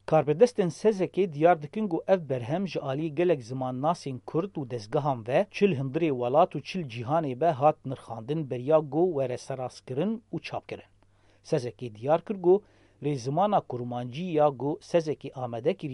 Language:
Kurdish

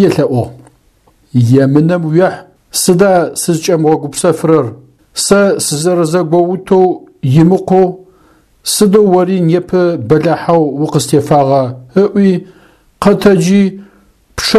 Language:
Adyghe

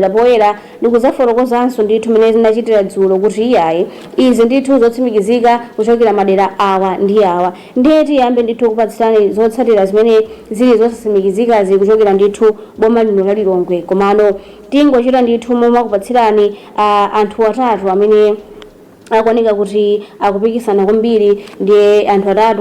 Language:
Nyanja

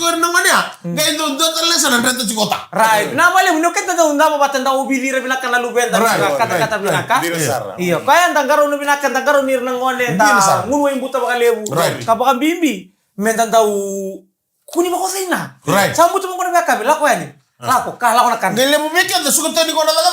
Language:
Fijian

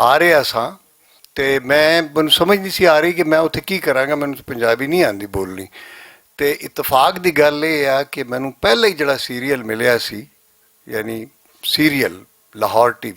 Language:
Western Panjabi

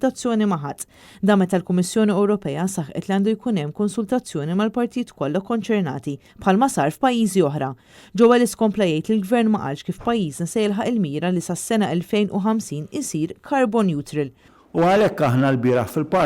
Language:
Maltese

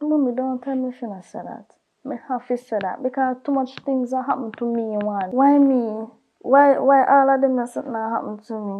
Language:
Jamaican Creole English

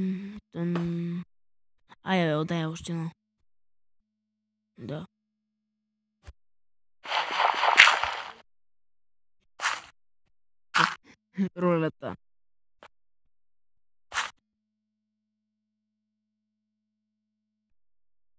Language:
Bulgarian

